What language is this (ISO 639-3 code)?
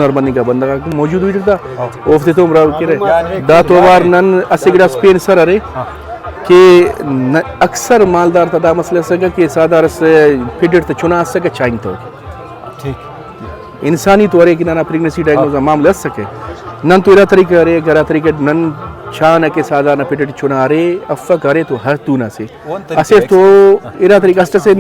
brh